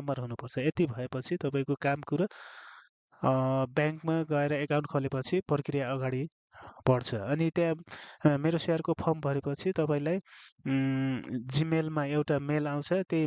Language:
Nepali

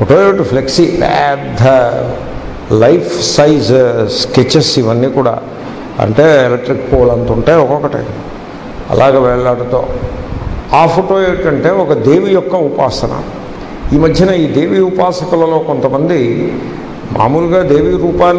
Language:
Telugu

